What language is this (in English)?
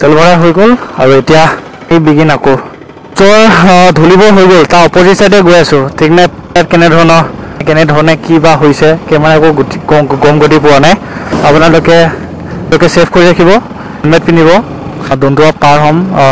Assamese